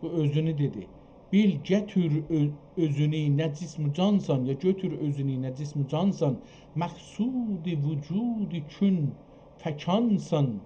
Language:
South Azerbaijani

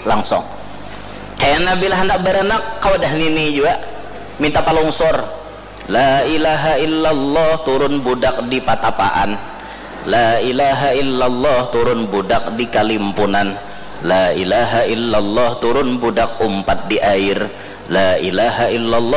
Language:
Banjar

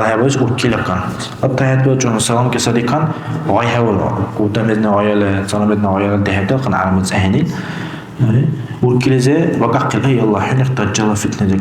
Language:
Dargwa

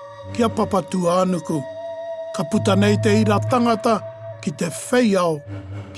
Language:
Māori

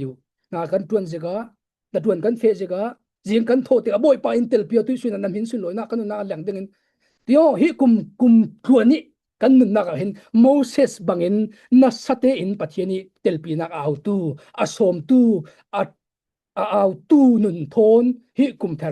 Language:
Falam Chin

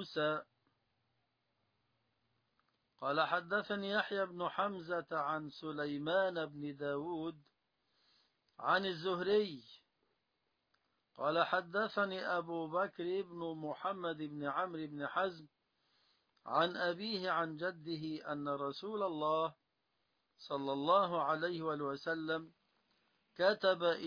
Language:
Arabic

